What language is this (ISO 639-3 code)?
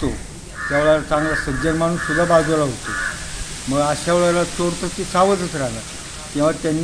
mar